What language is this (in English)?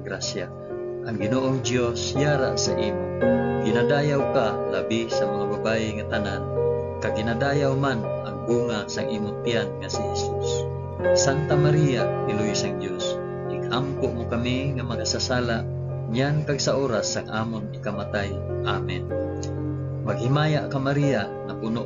Hiligaynon